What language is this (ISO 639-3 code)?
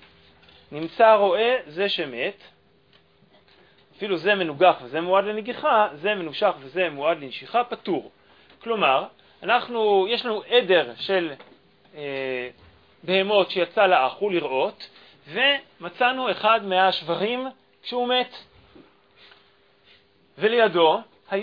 heb